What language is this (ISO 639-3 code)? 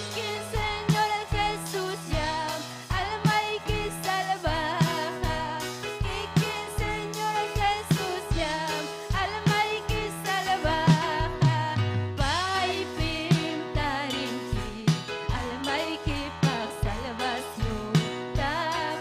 quy